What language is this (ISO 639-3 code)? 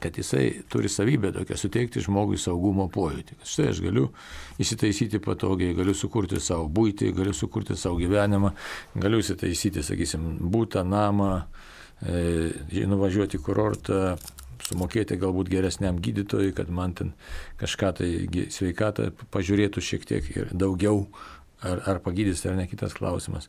lit